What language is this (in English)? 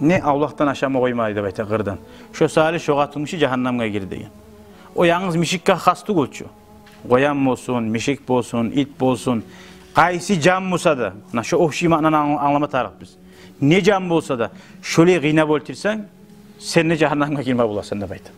Kumyk